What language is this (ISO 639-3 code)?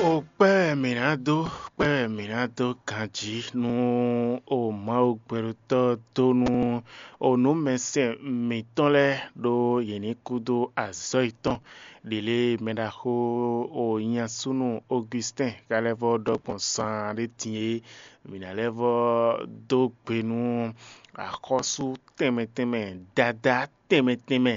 fon